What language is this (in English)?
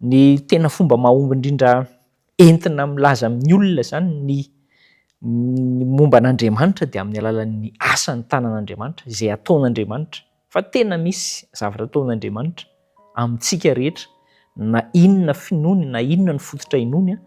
Malagasy